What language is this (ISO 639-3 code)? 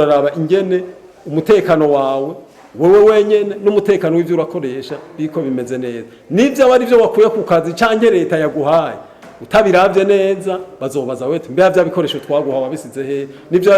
run